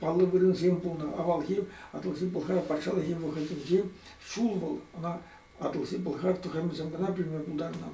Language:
Chuvash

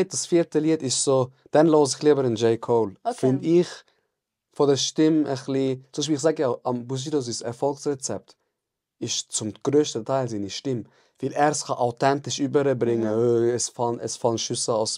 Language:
Swiss German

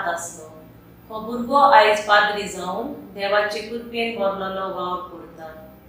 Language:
Konkani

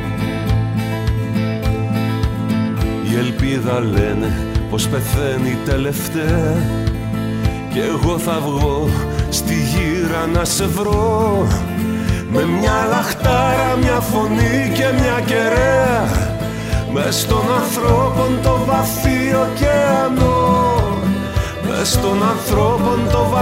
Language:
Greek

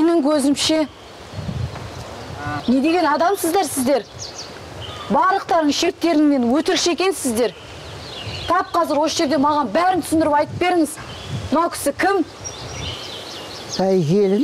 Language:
Kazakh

